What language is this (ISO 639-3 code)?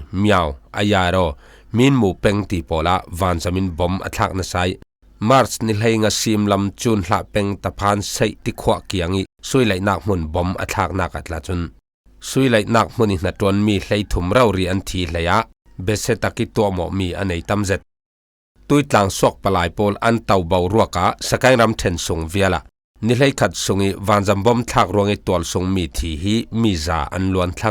cfm